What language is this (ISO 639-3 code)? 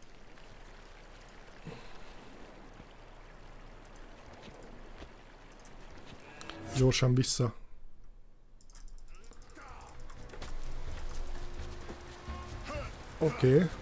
hun